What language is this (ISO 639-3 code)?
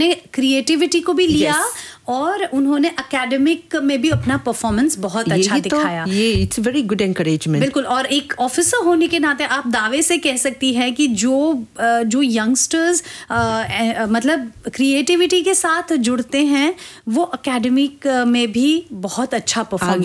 hin